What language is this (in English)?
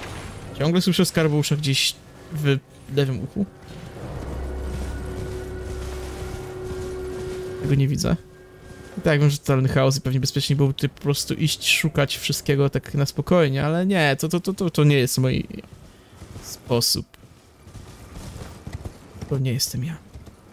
Polish